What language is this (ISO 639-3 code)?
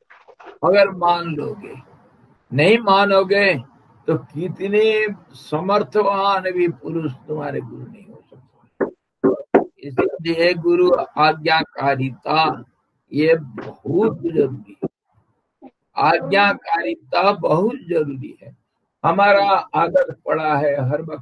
hin